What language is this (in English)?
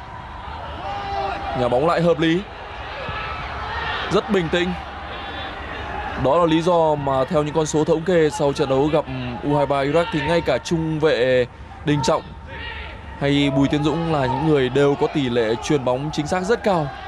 Vietnamese